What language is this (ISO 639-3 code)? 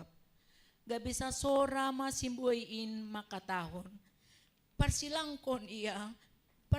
bts